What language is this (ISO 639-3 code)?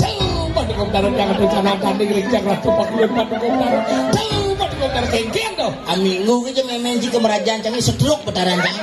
ban